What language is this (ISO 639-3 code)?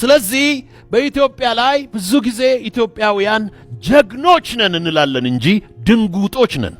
amh